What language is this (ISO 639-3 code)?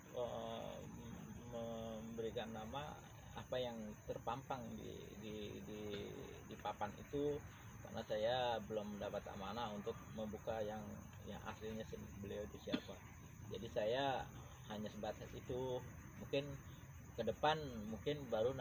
ind